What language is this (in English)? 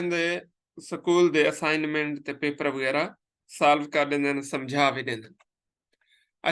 Saraiki